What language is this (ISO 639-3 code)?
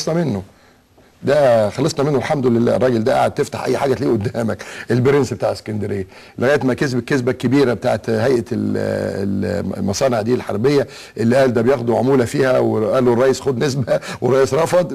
arz